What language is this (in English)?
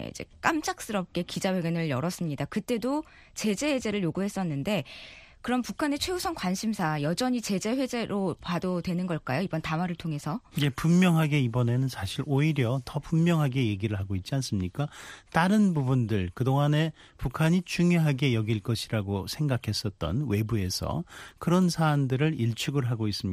Korean